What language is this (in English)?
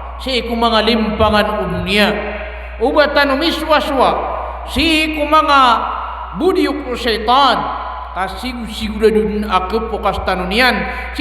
Maranao